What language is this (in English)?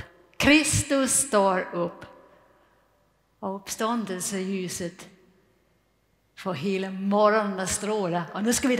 Swedish